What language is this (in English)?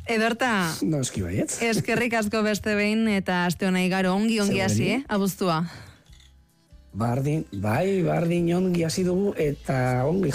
Basque